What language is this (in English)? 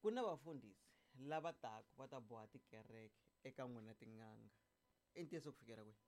Tsonga